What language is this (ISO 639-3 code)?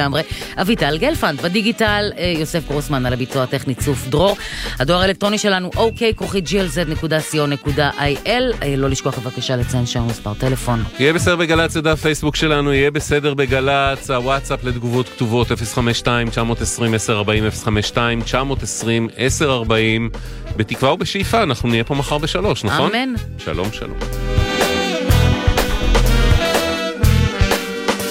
heb